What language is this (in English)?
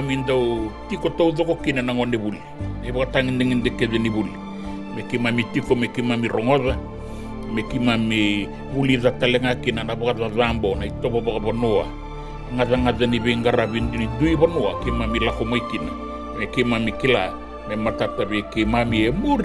Fijian